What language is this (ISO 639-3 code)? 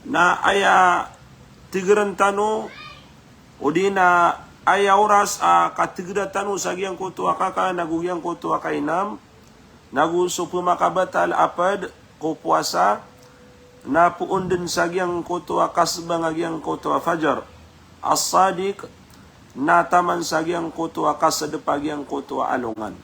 mrw